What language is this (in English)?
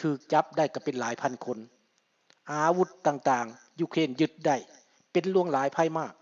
Lao